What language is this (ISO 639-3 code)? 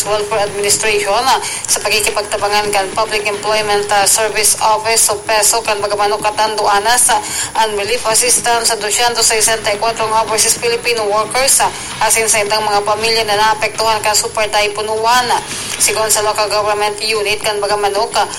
bik